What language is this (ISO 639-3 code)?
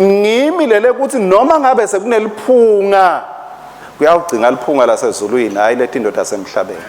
ssw